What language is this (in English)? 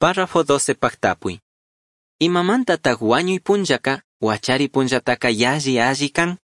Chimborazo Highland Quichua